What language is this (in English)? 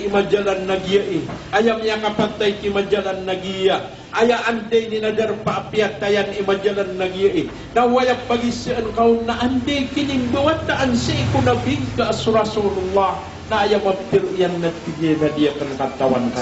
Maranao